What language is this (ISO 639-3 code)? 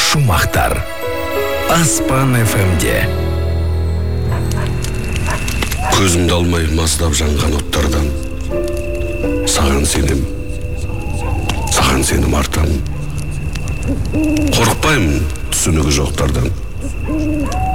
kaz